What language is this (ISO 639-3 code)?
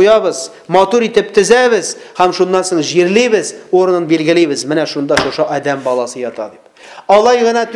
tat